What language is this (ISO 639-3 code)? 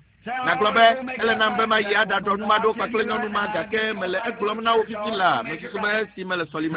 ewe